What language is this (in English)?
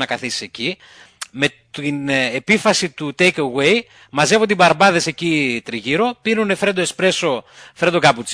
Greek